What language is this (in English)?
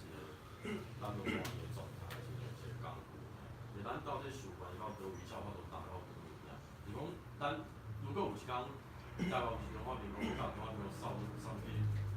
Min Nan Chinese